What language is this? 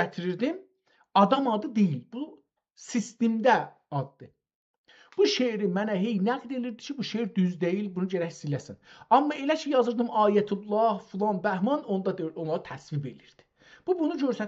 South Azerbaijani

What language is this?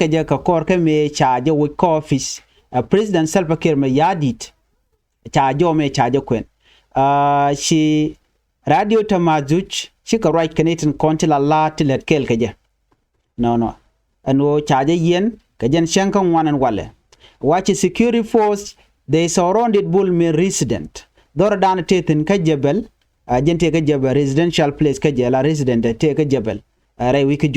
Nuer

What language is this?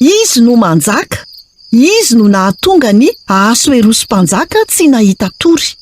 Malagasy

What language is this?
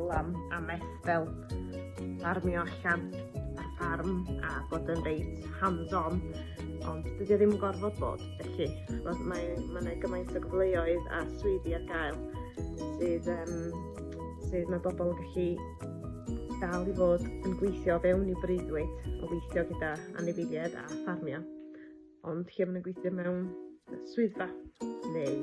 Welsh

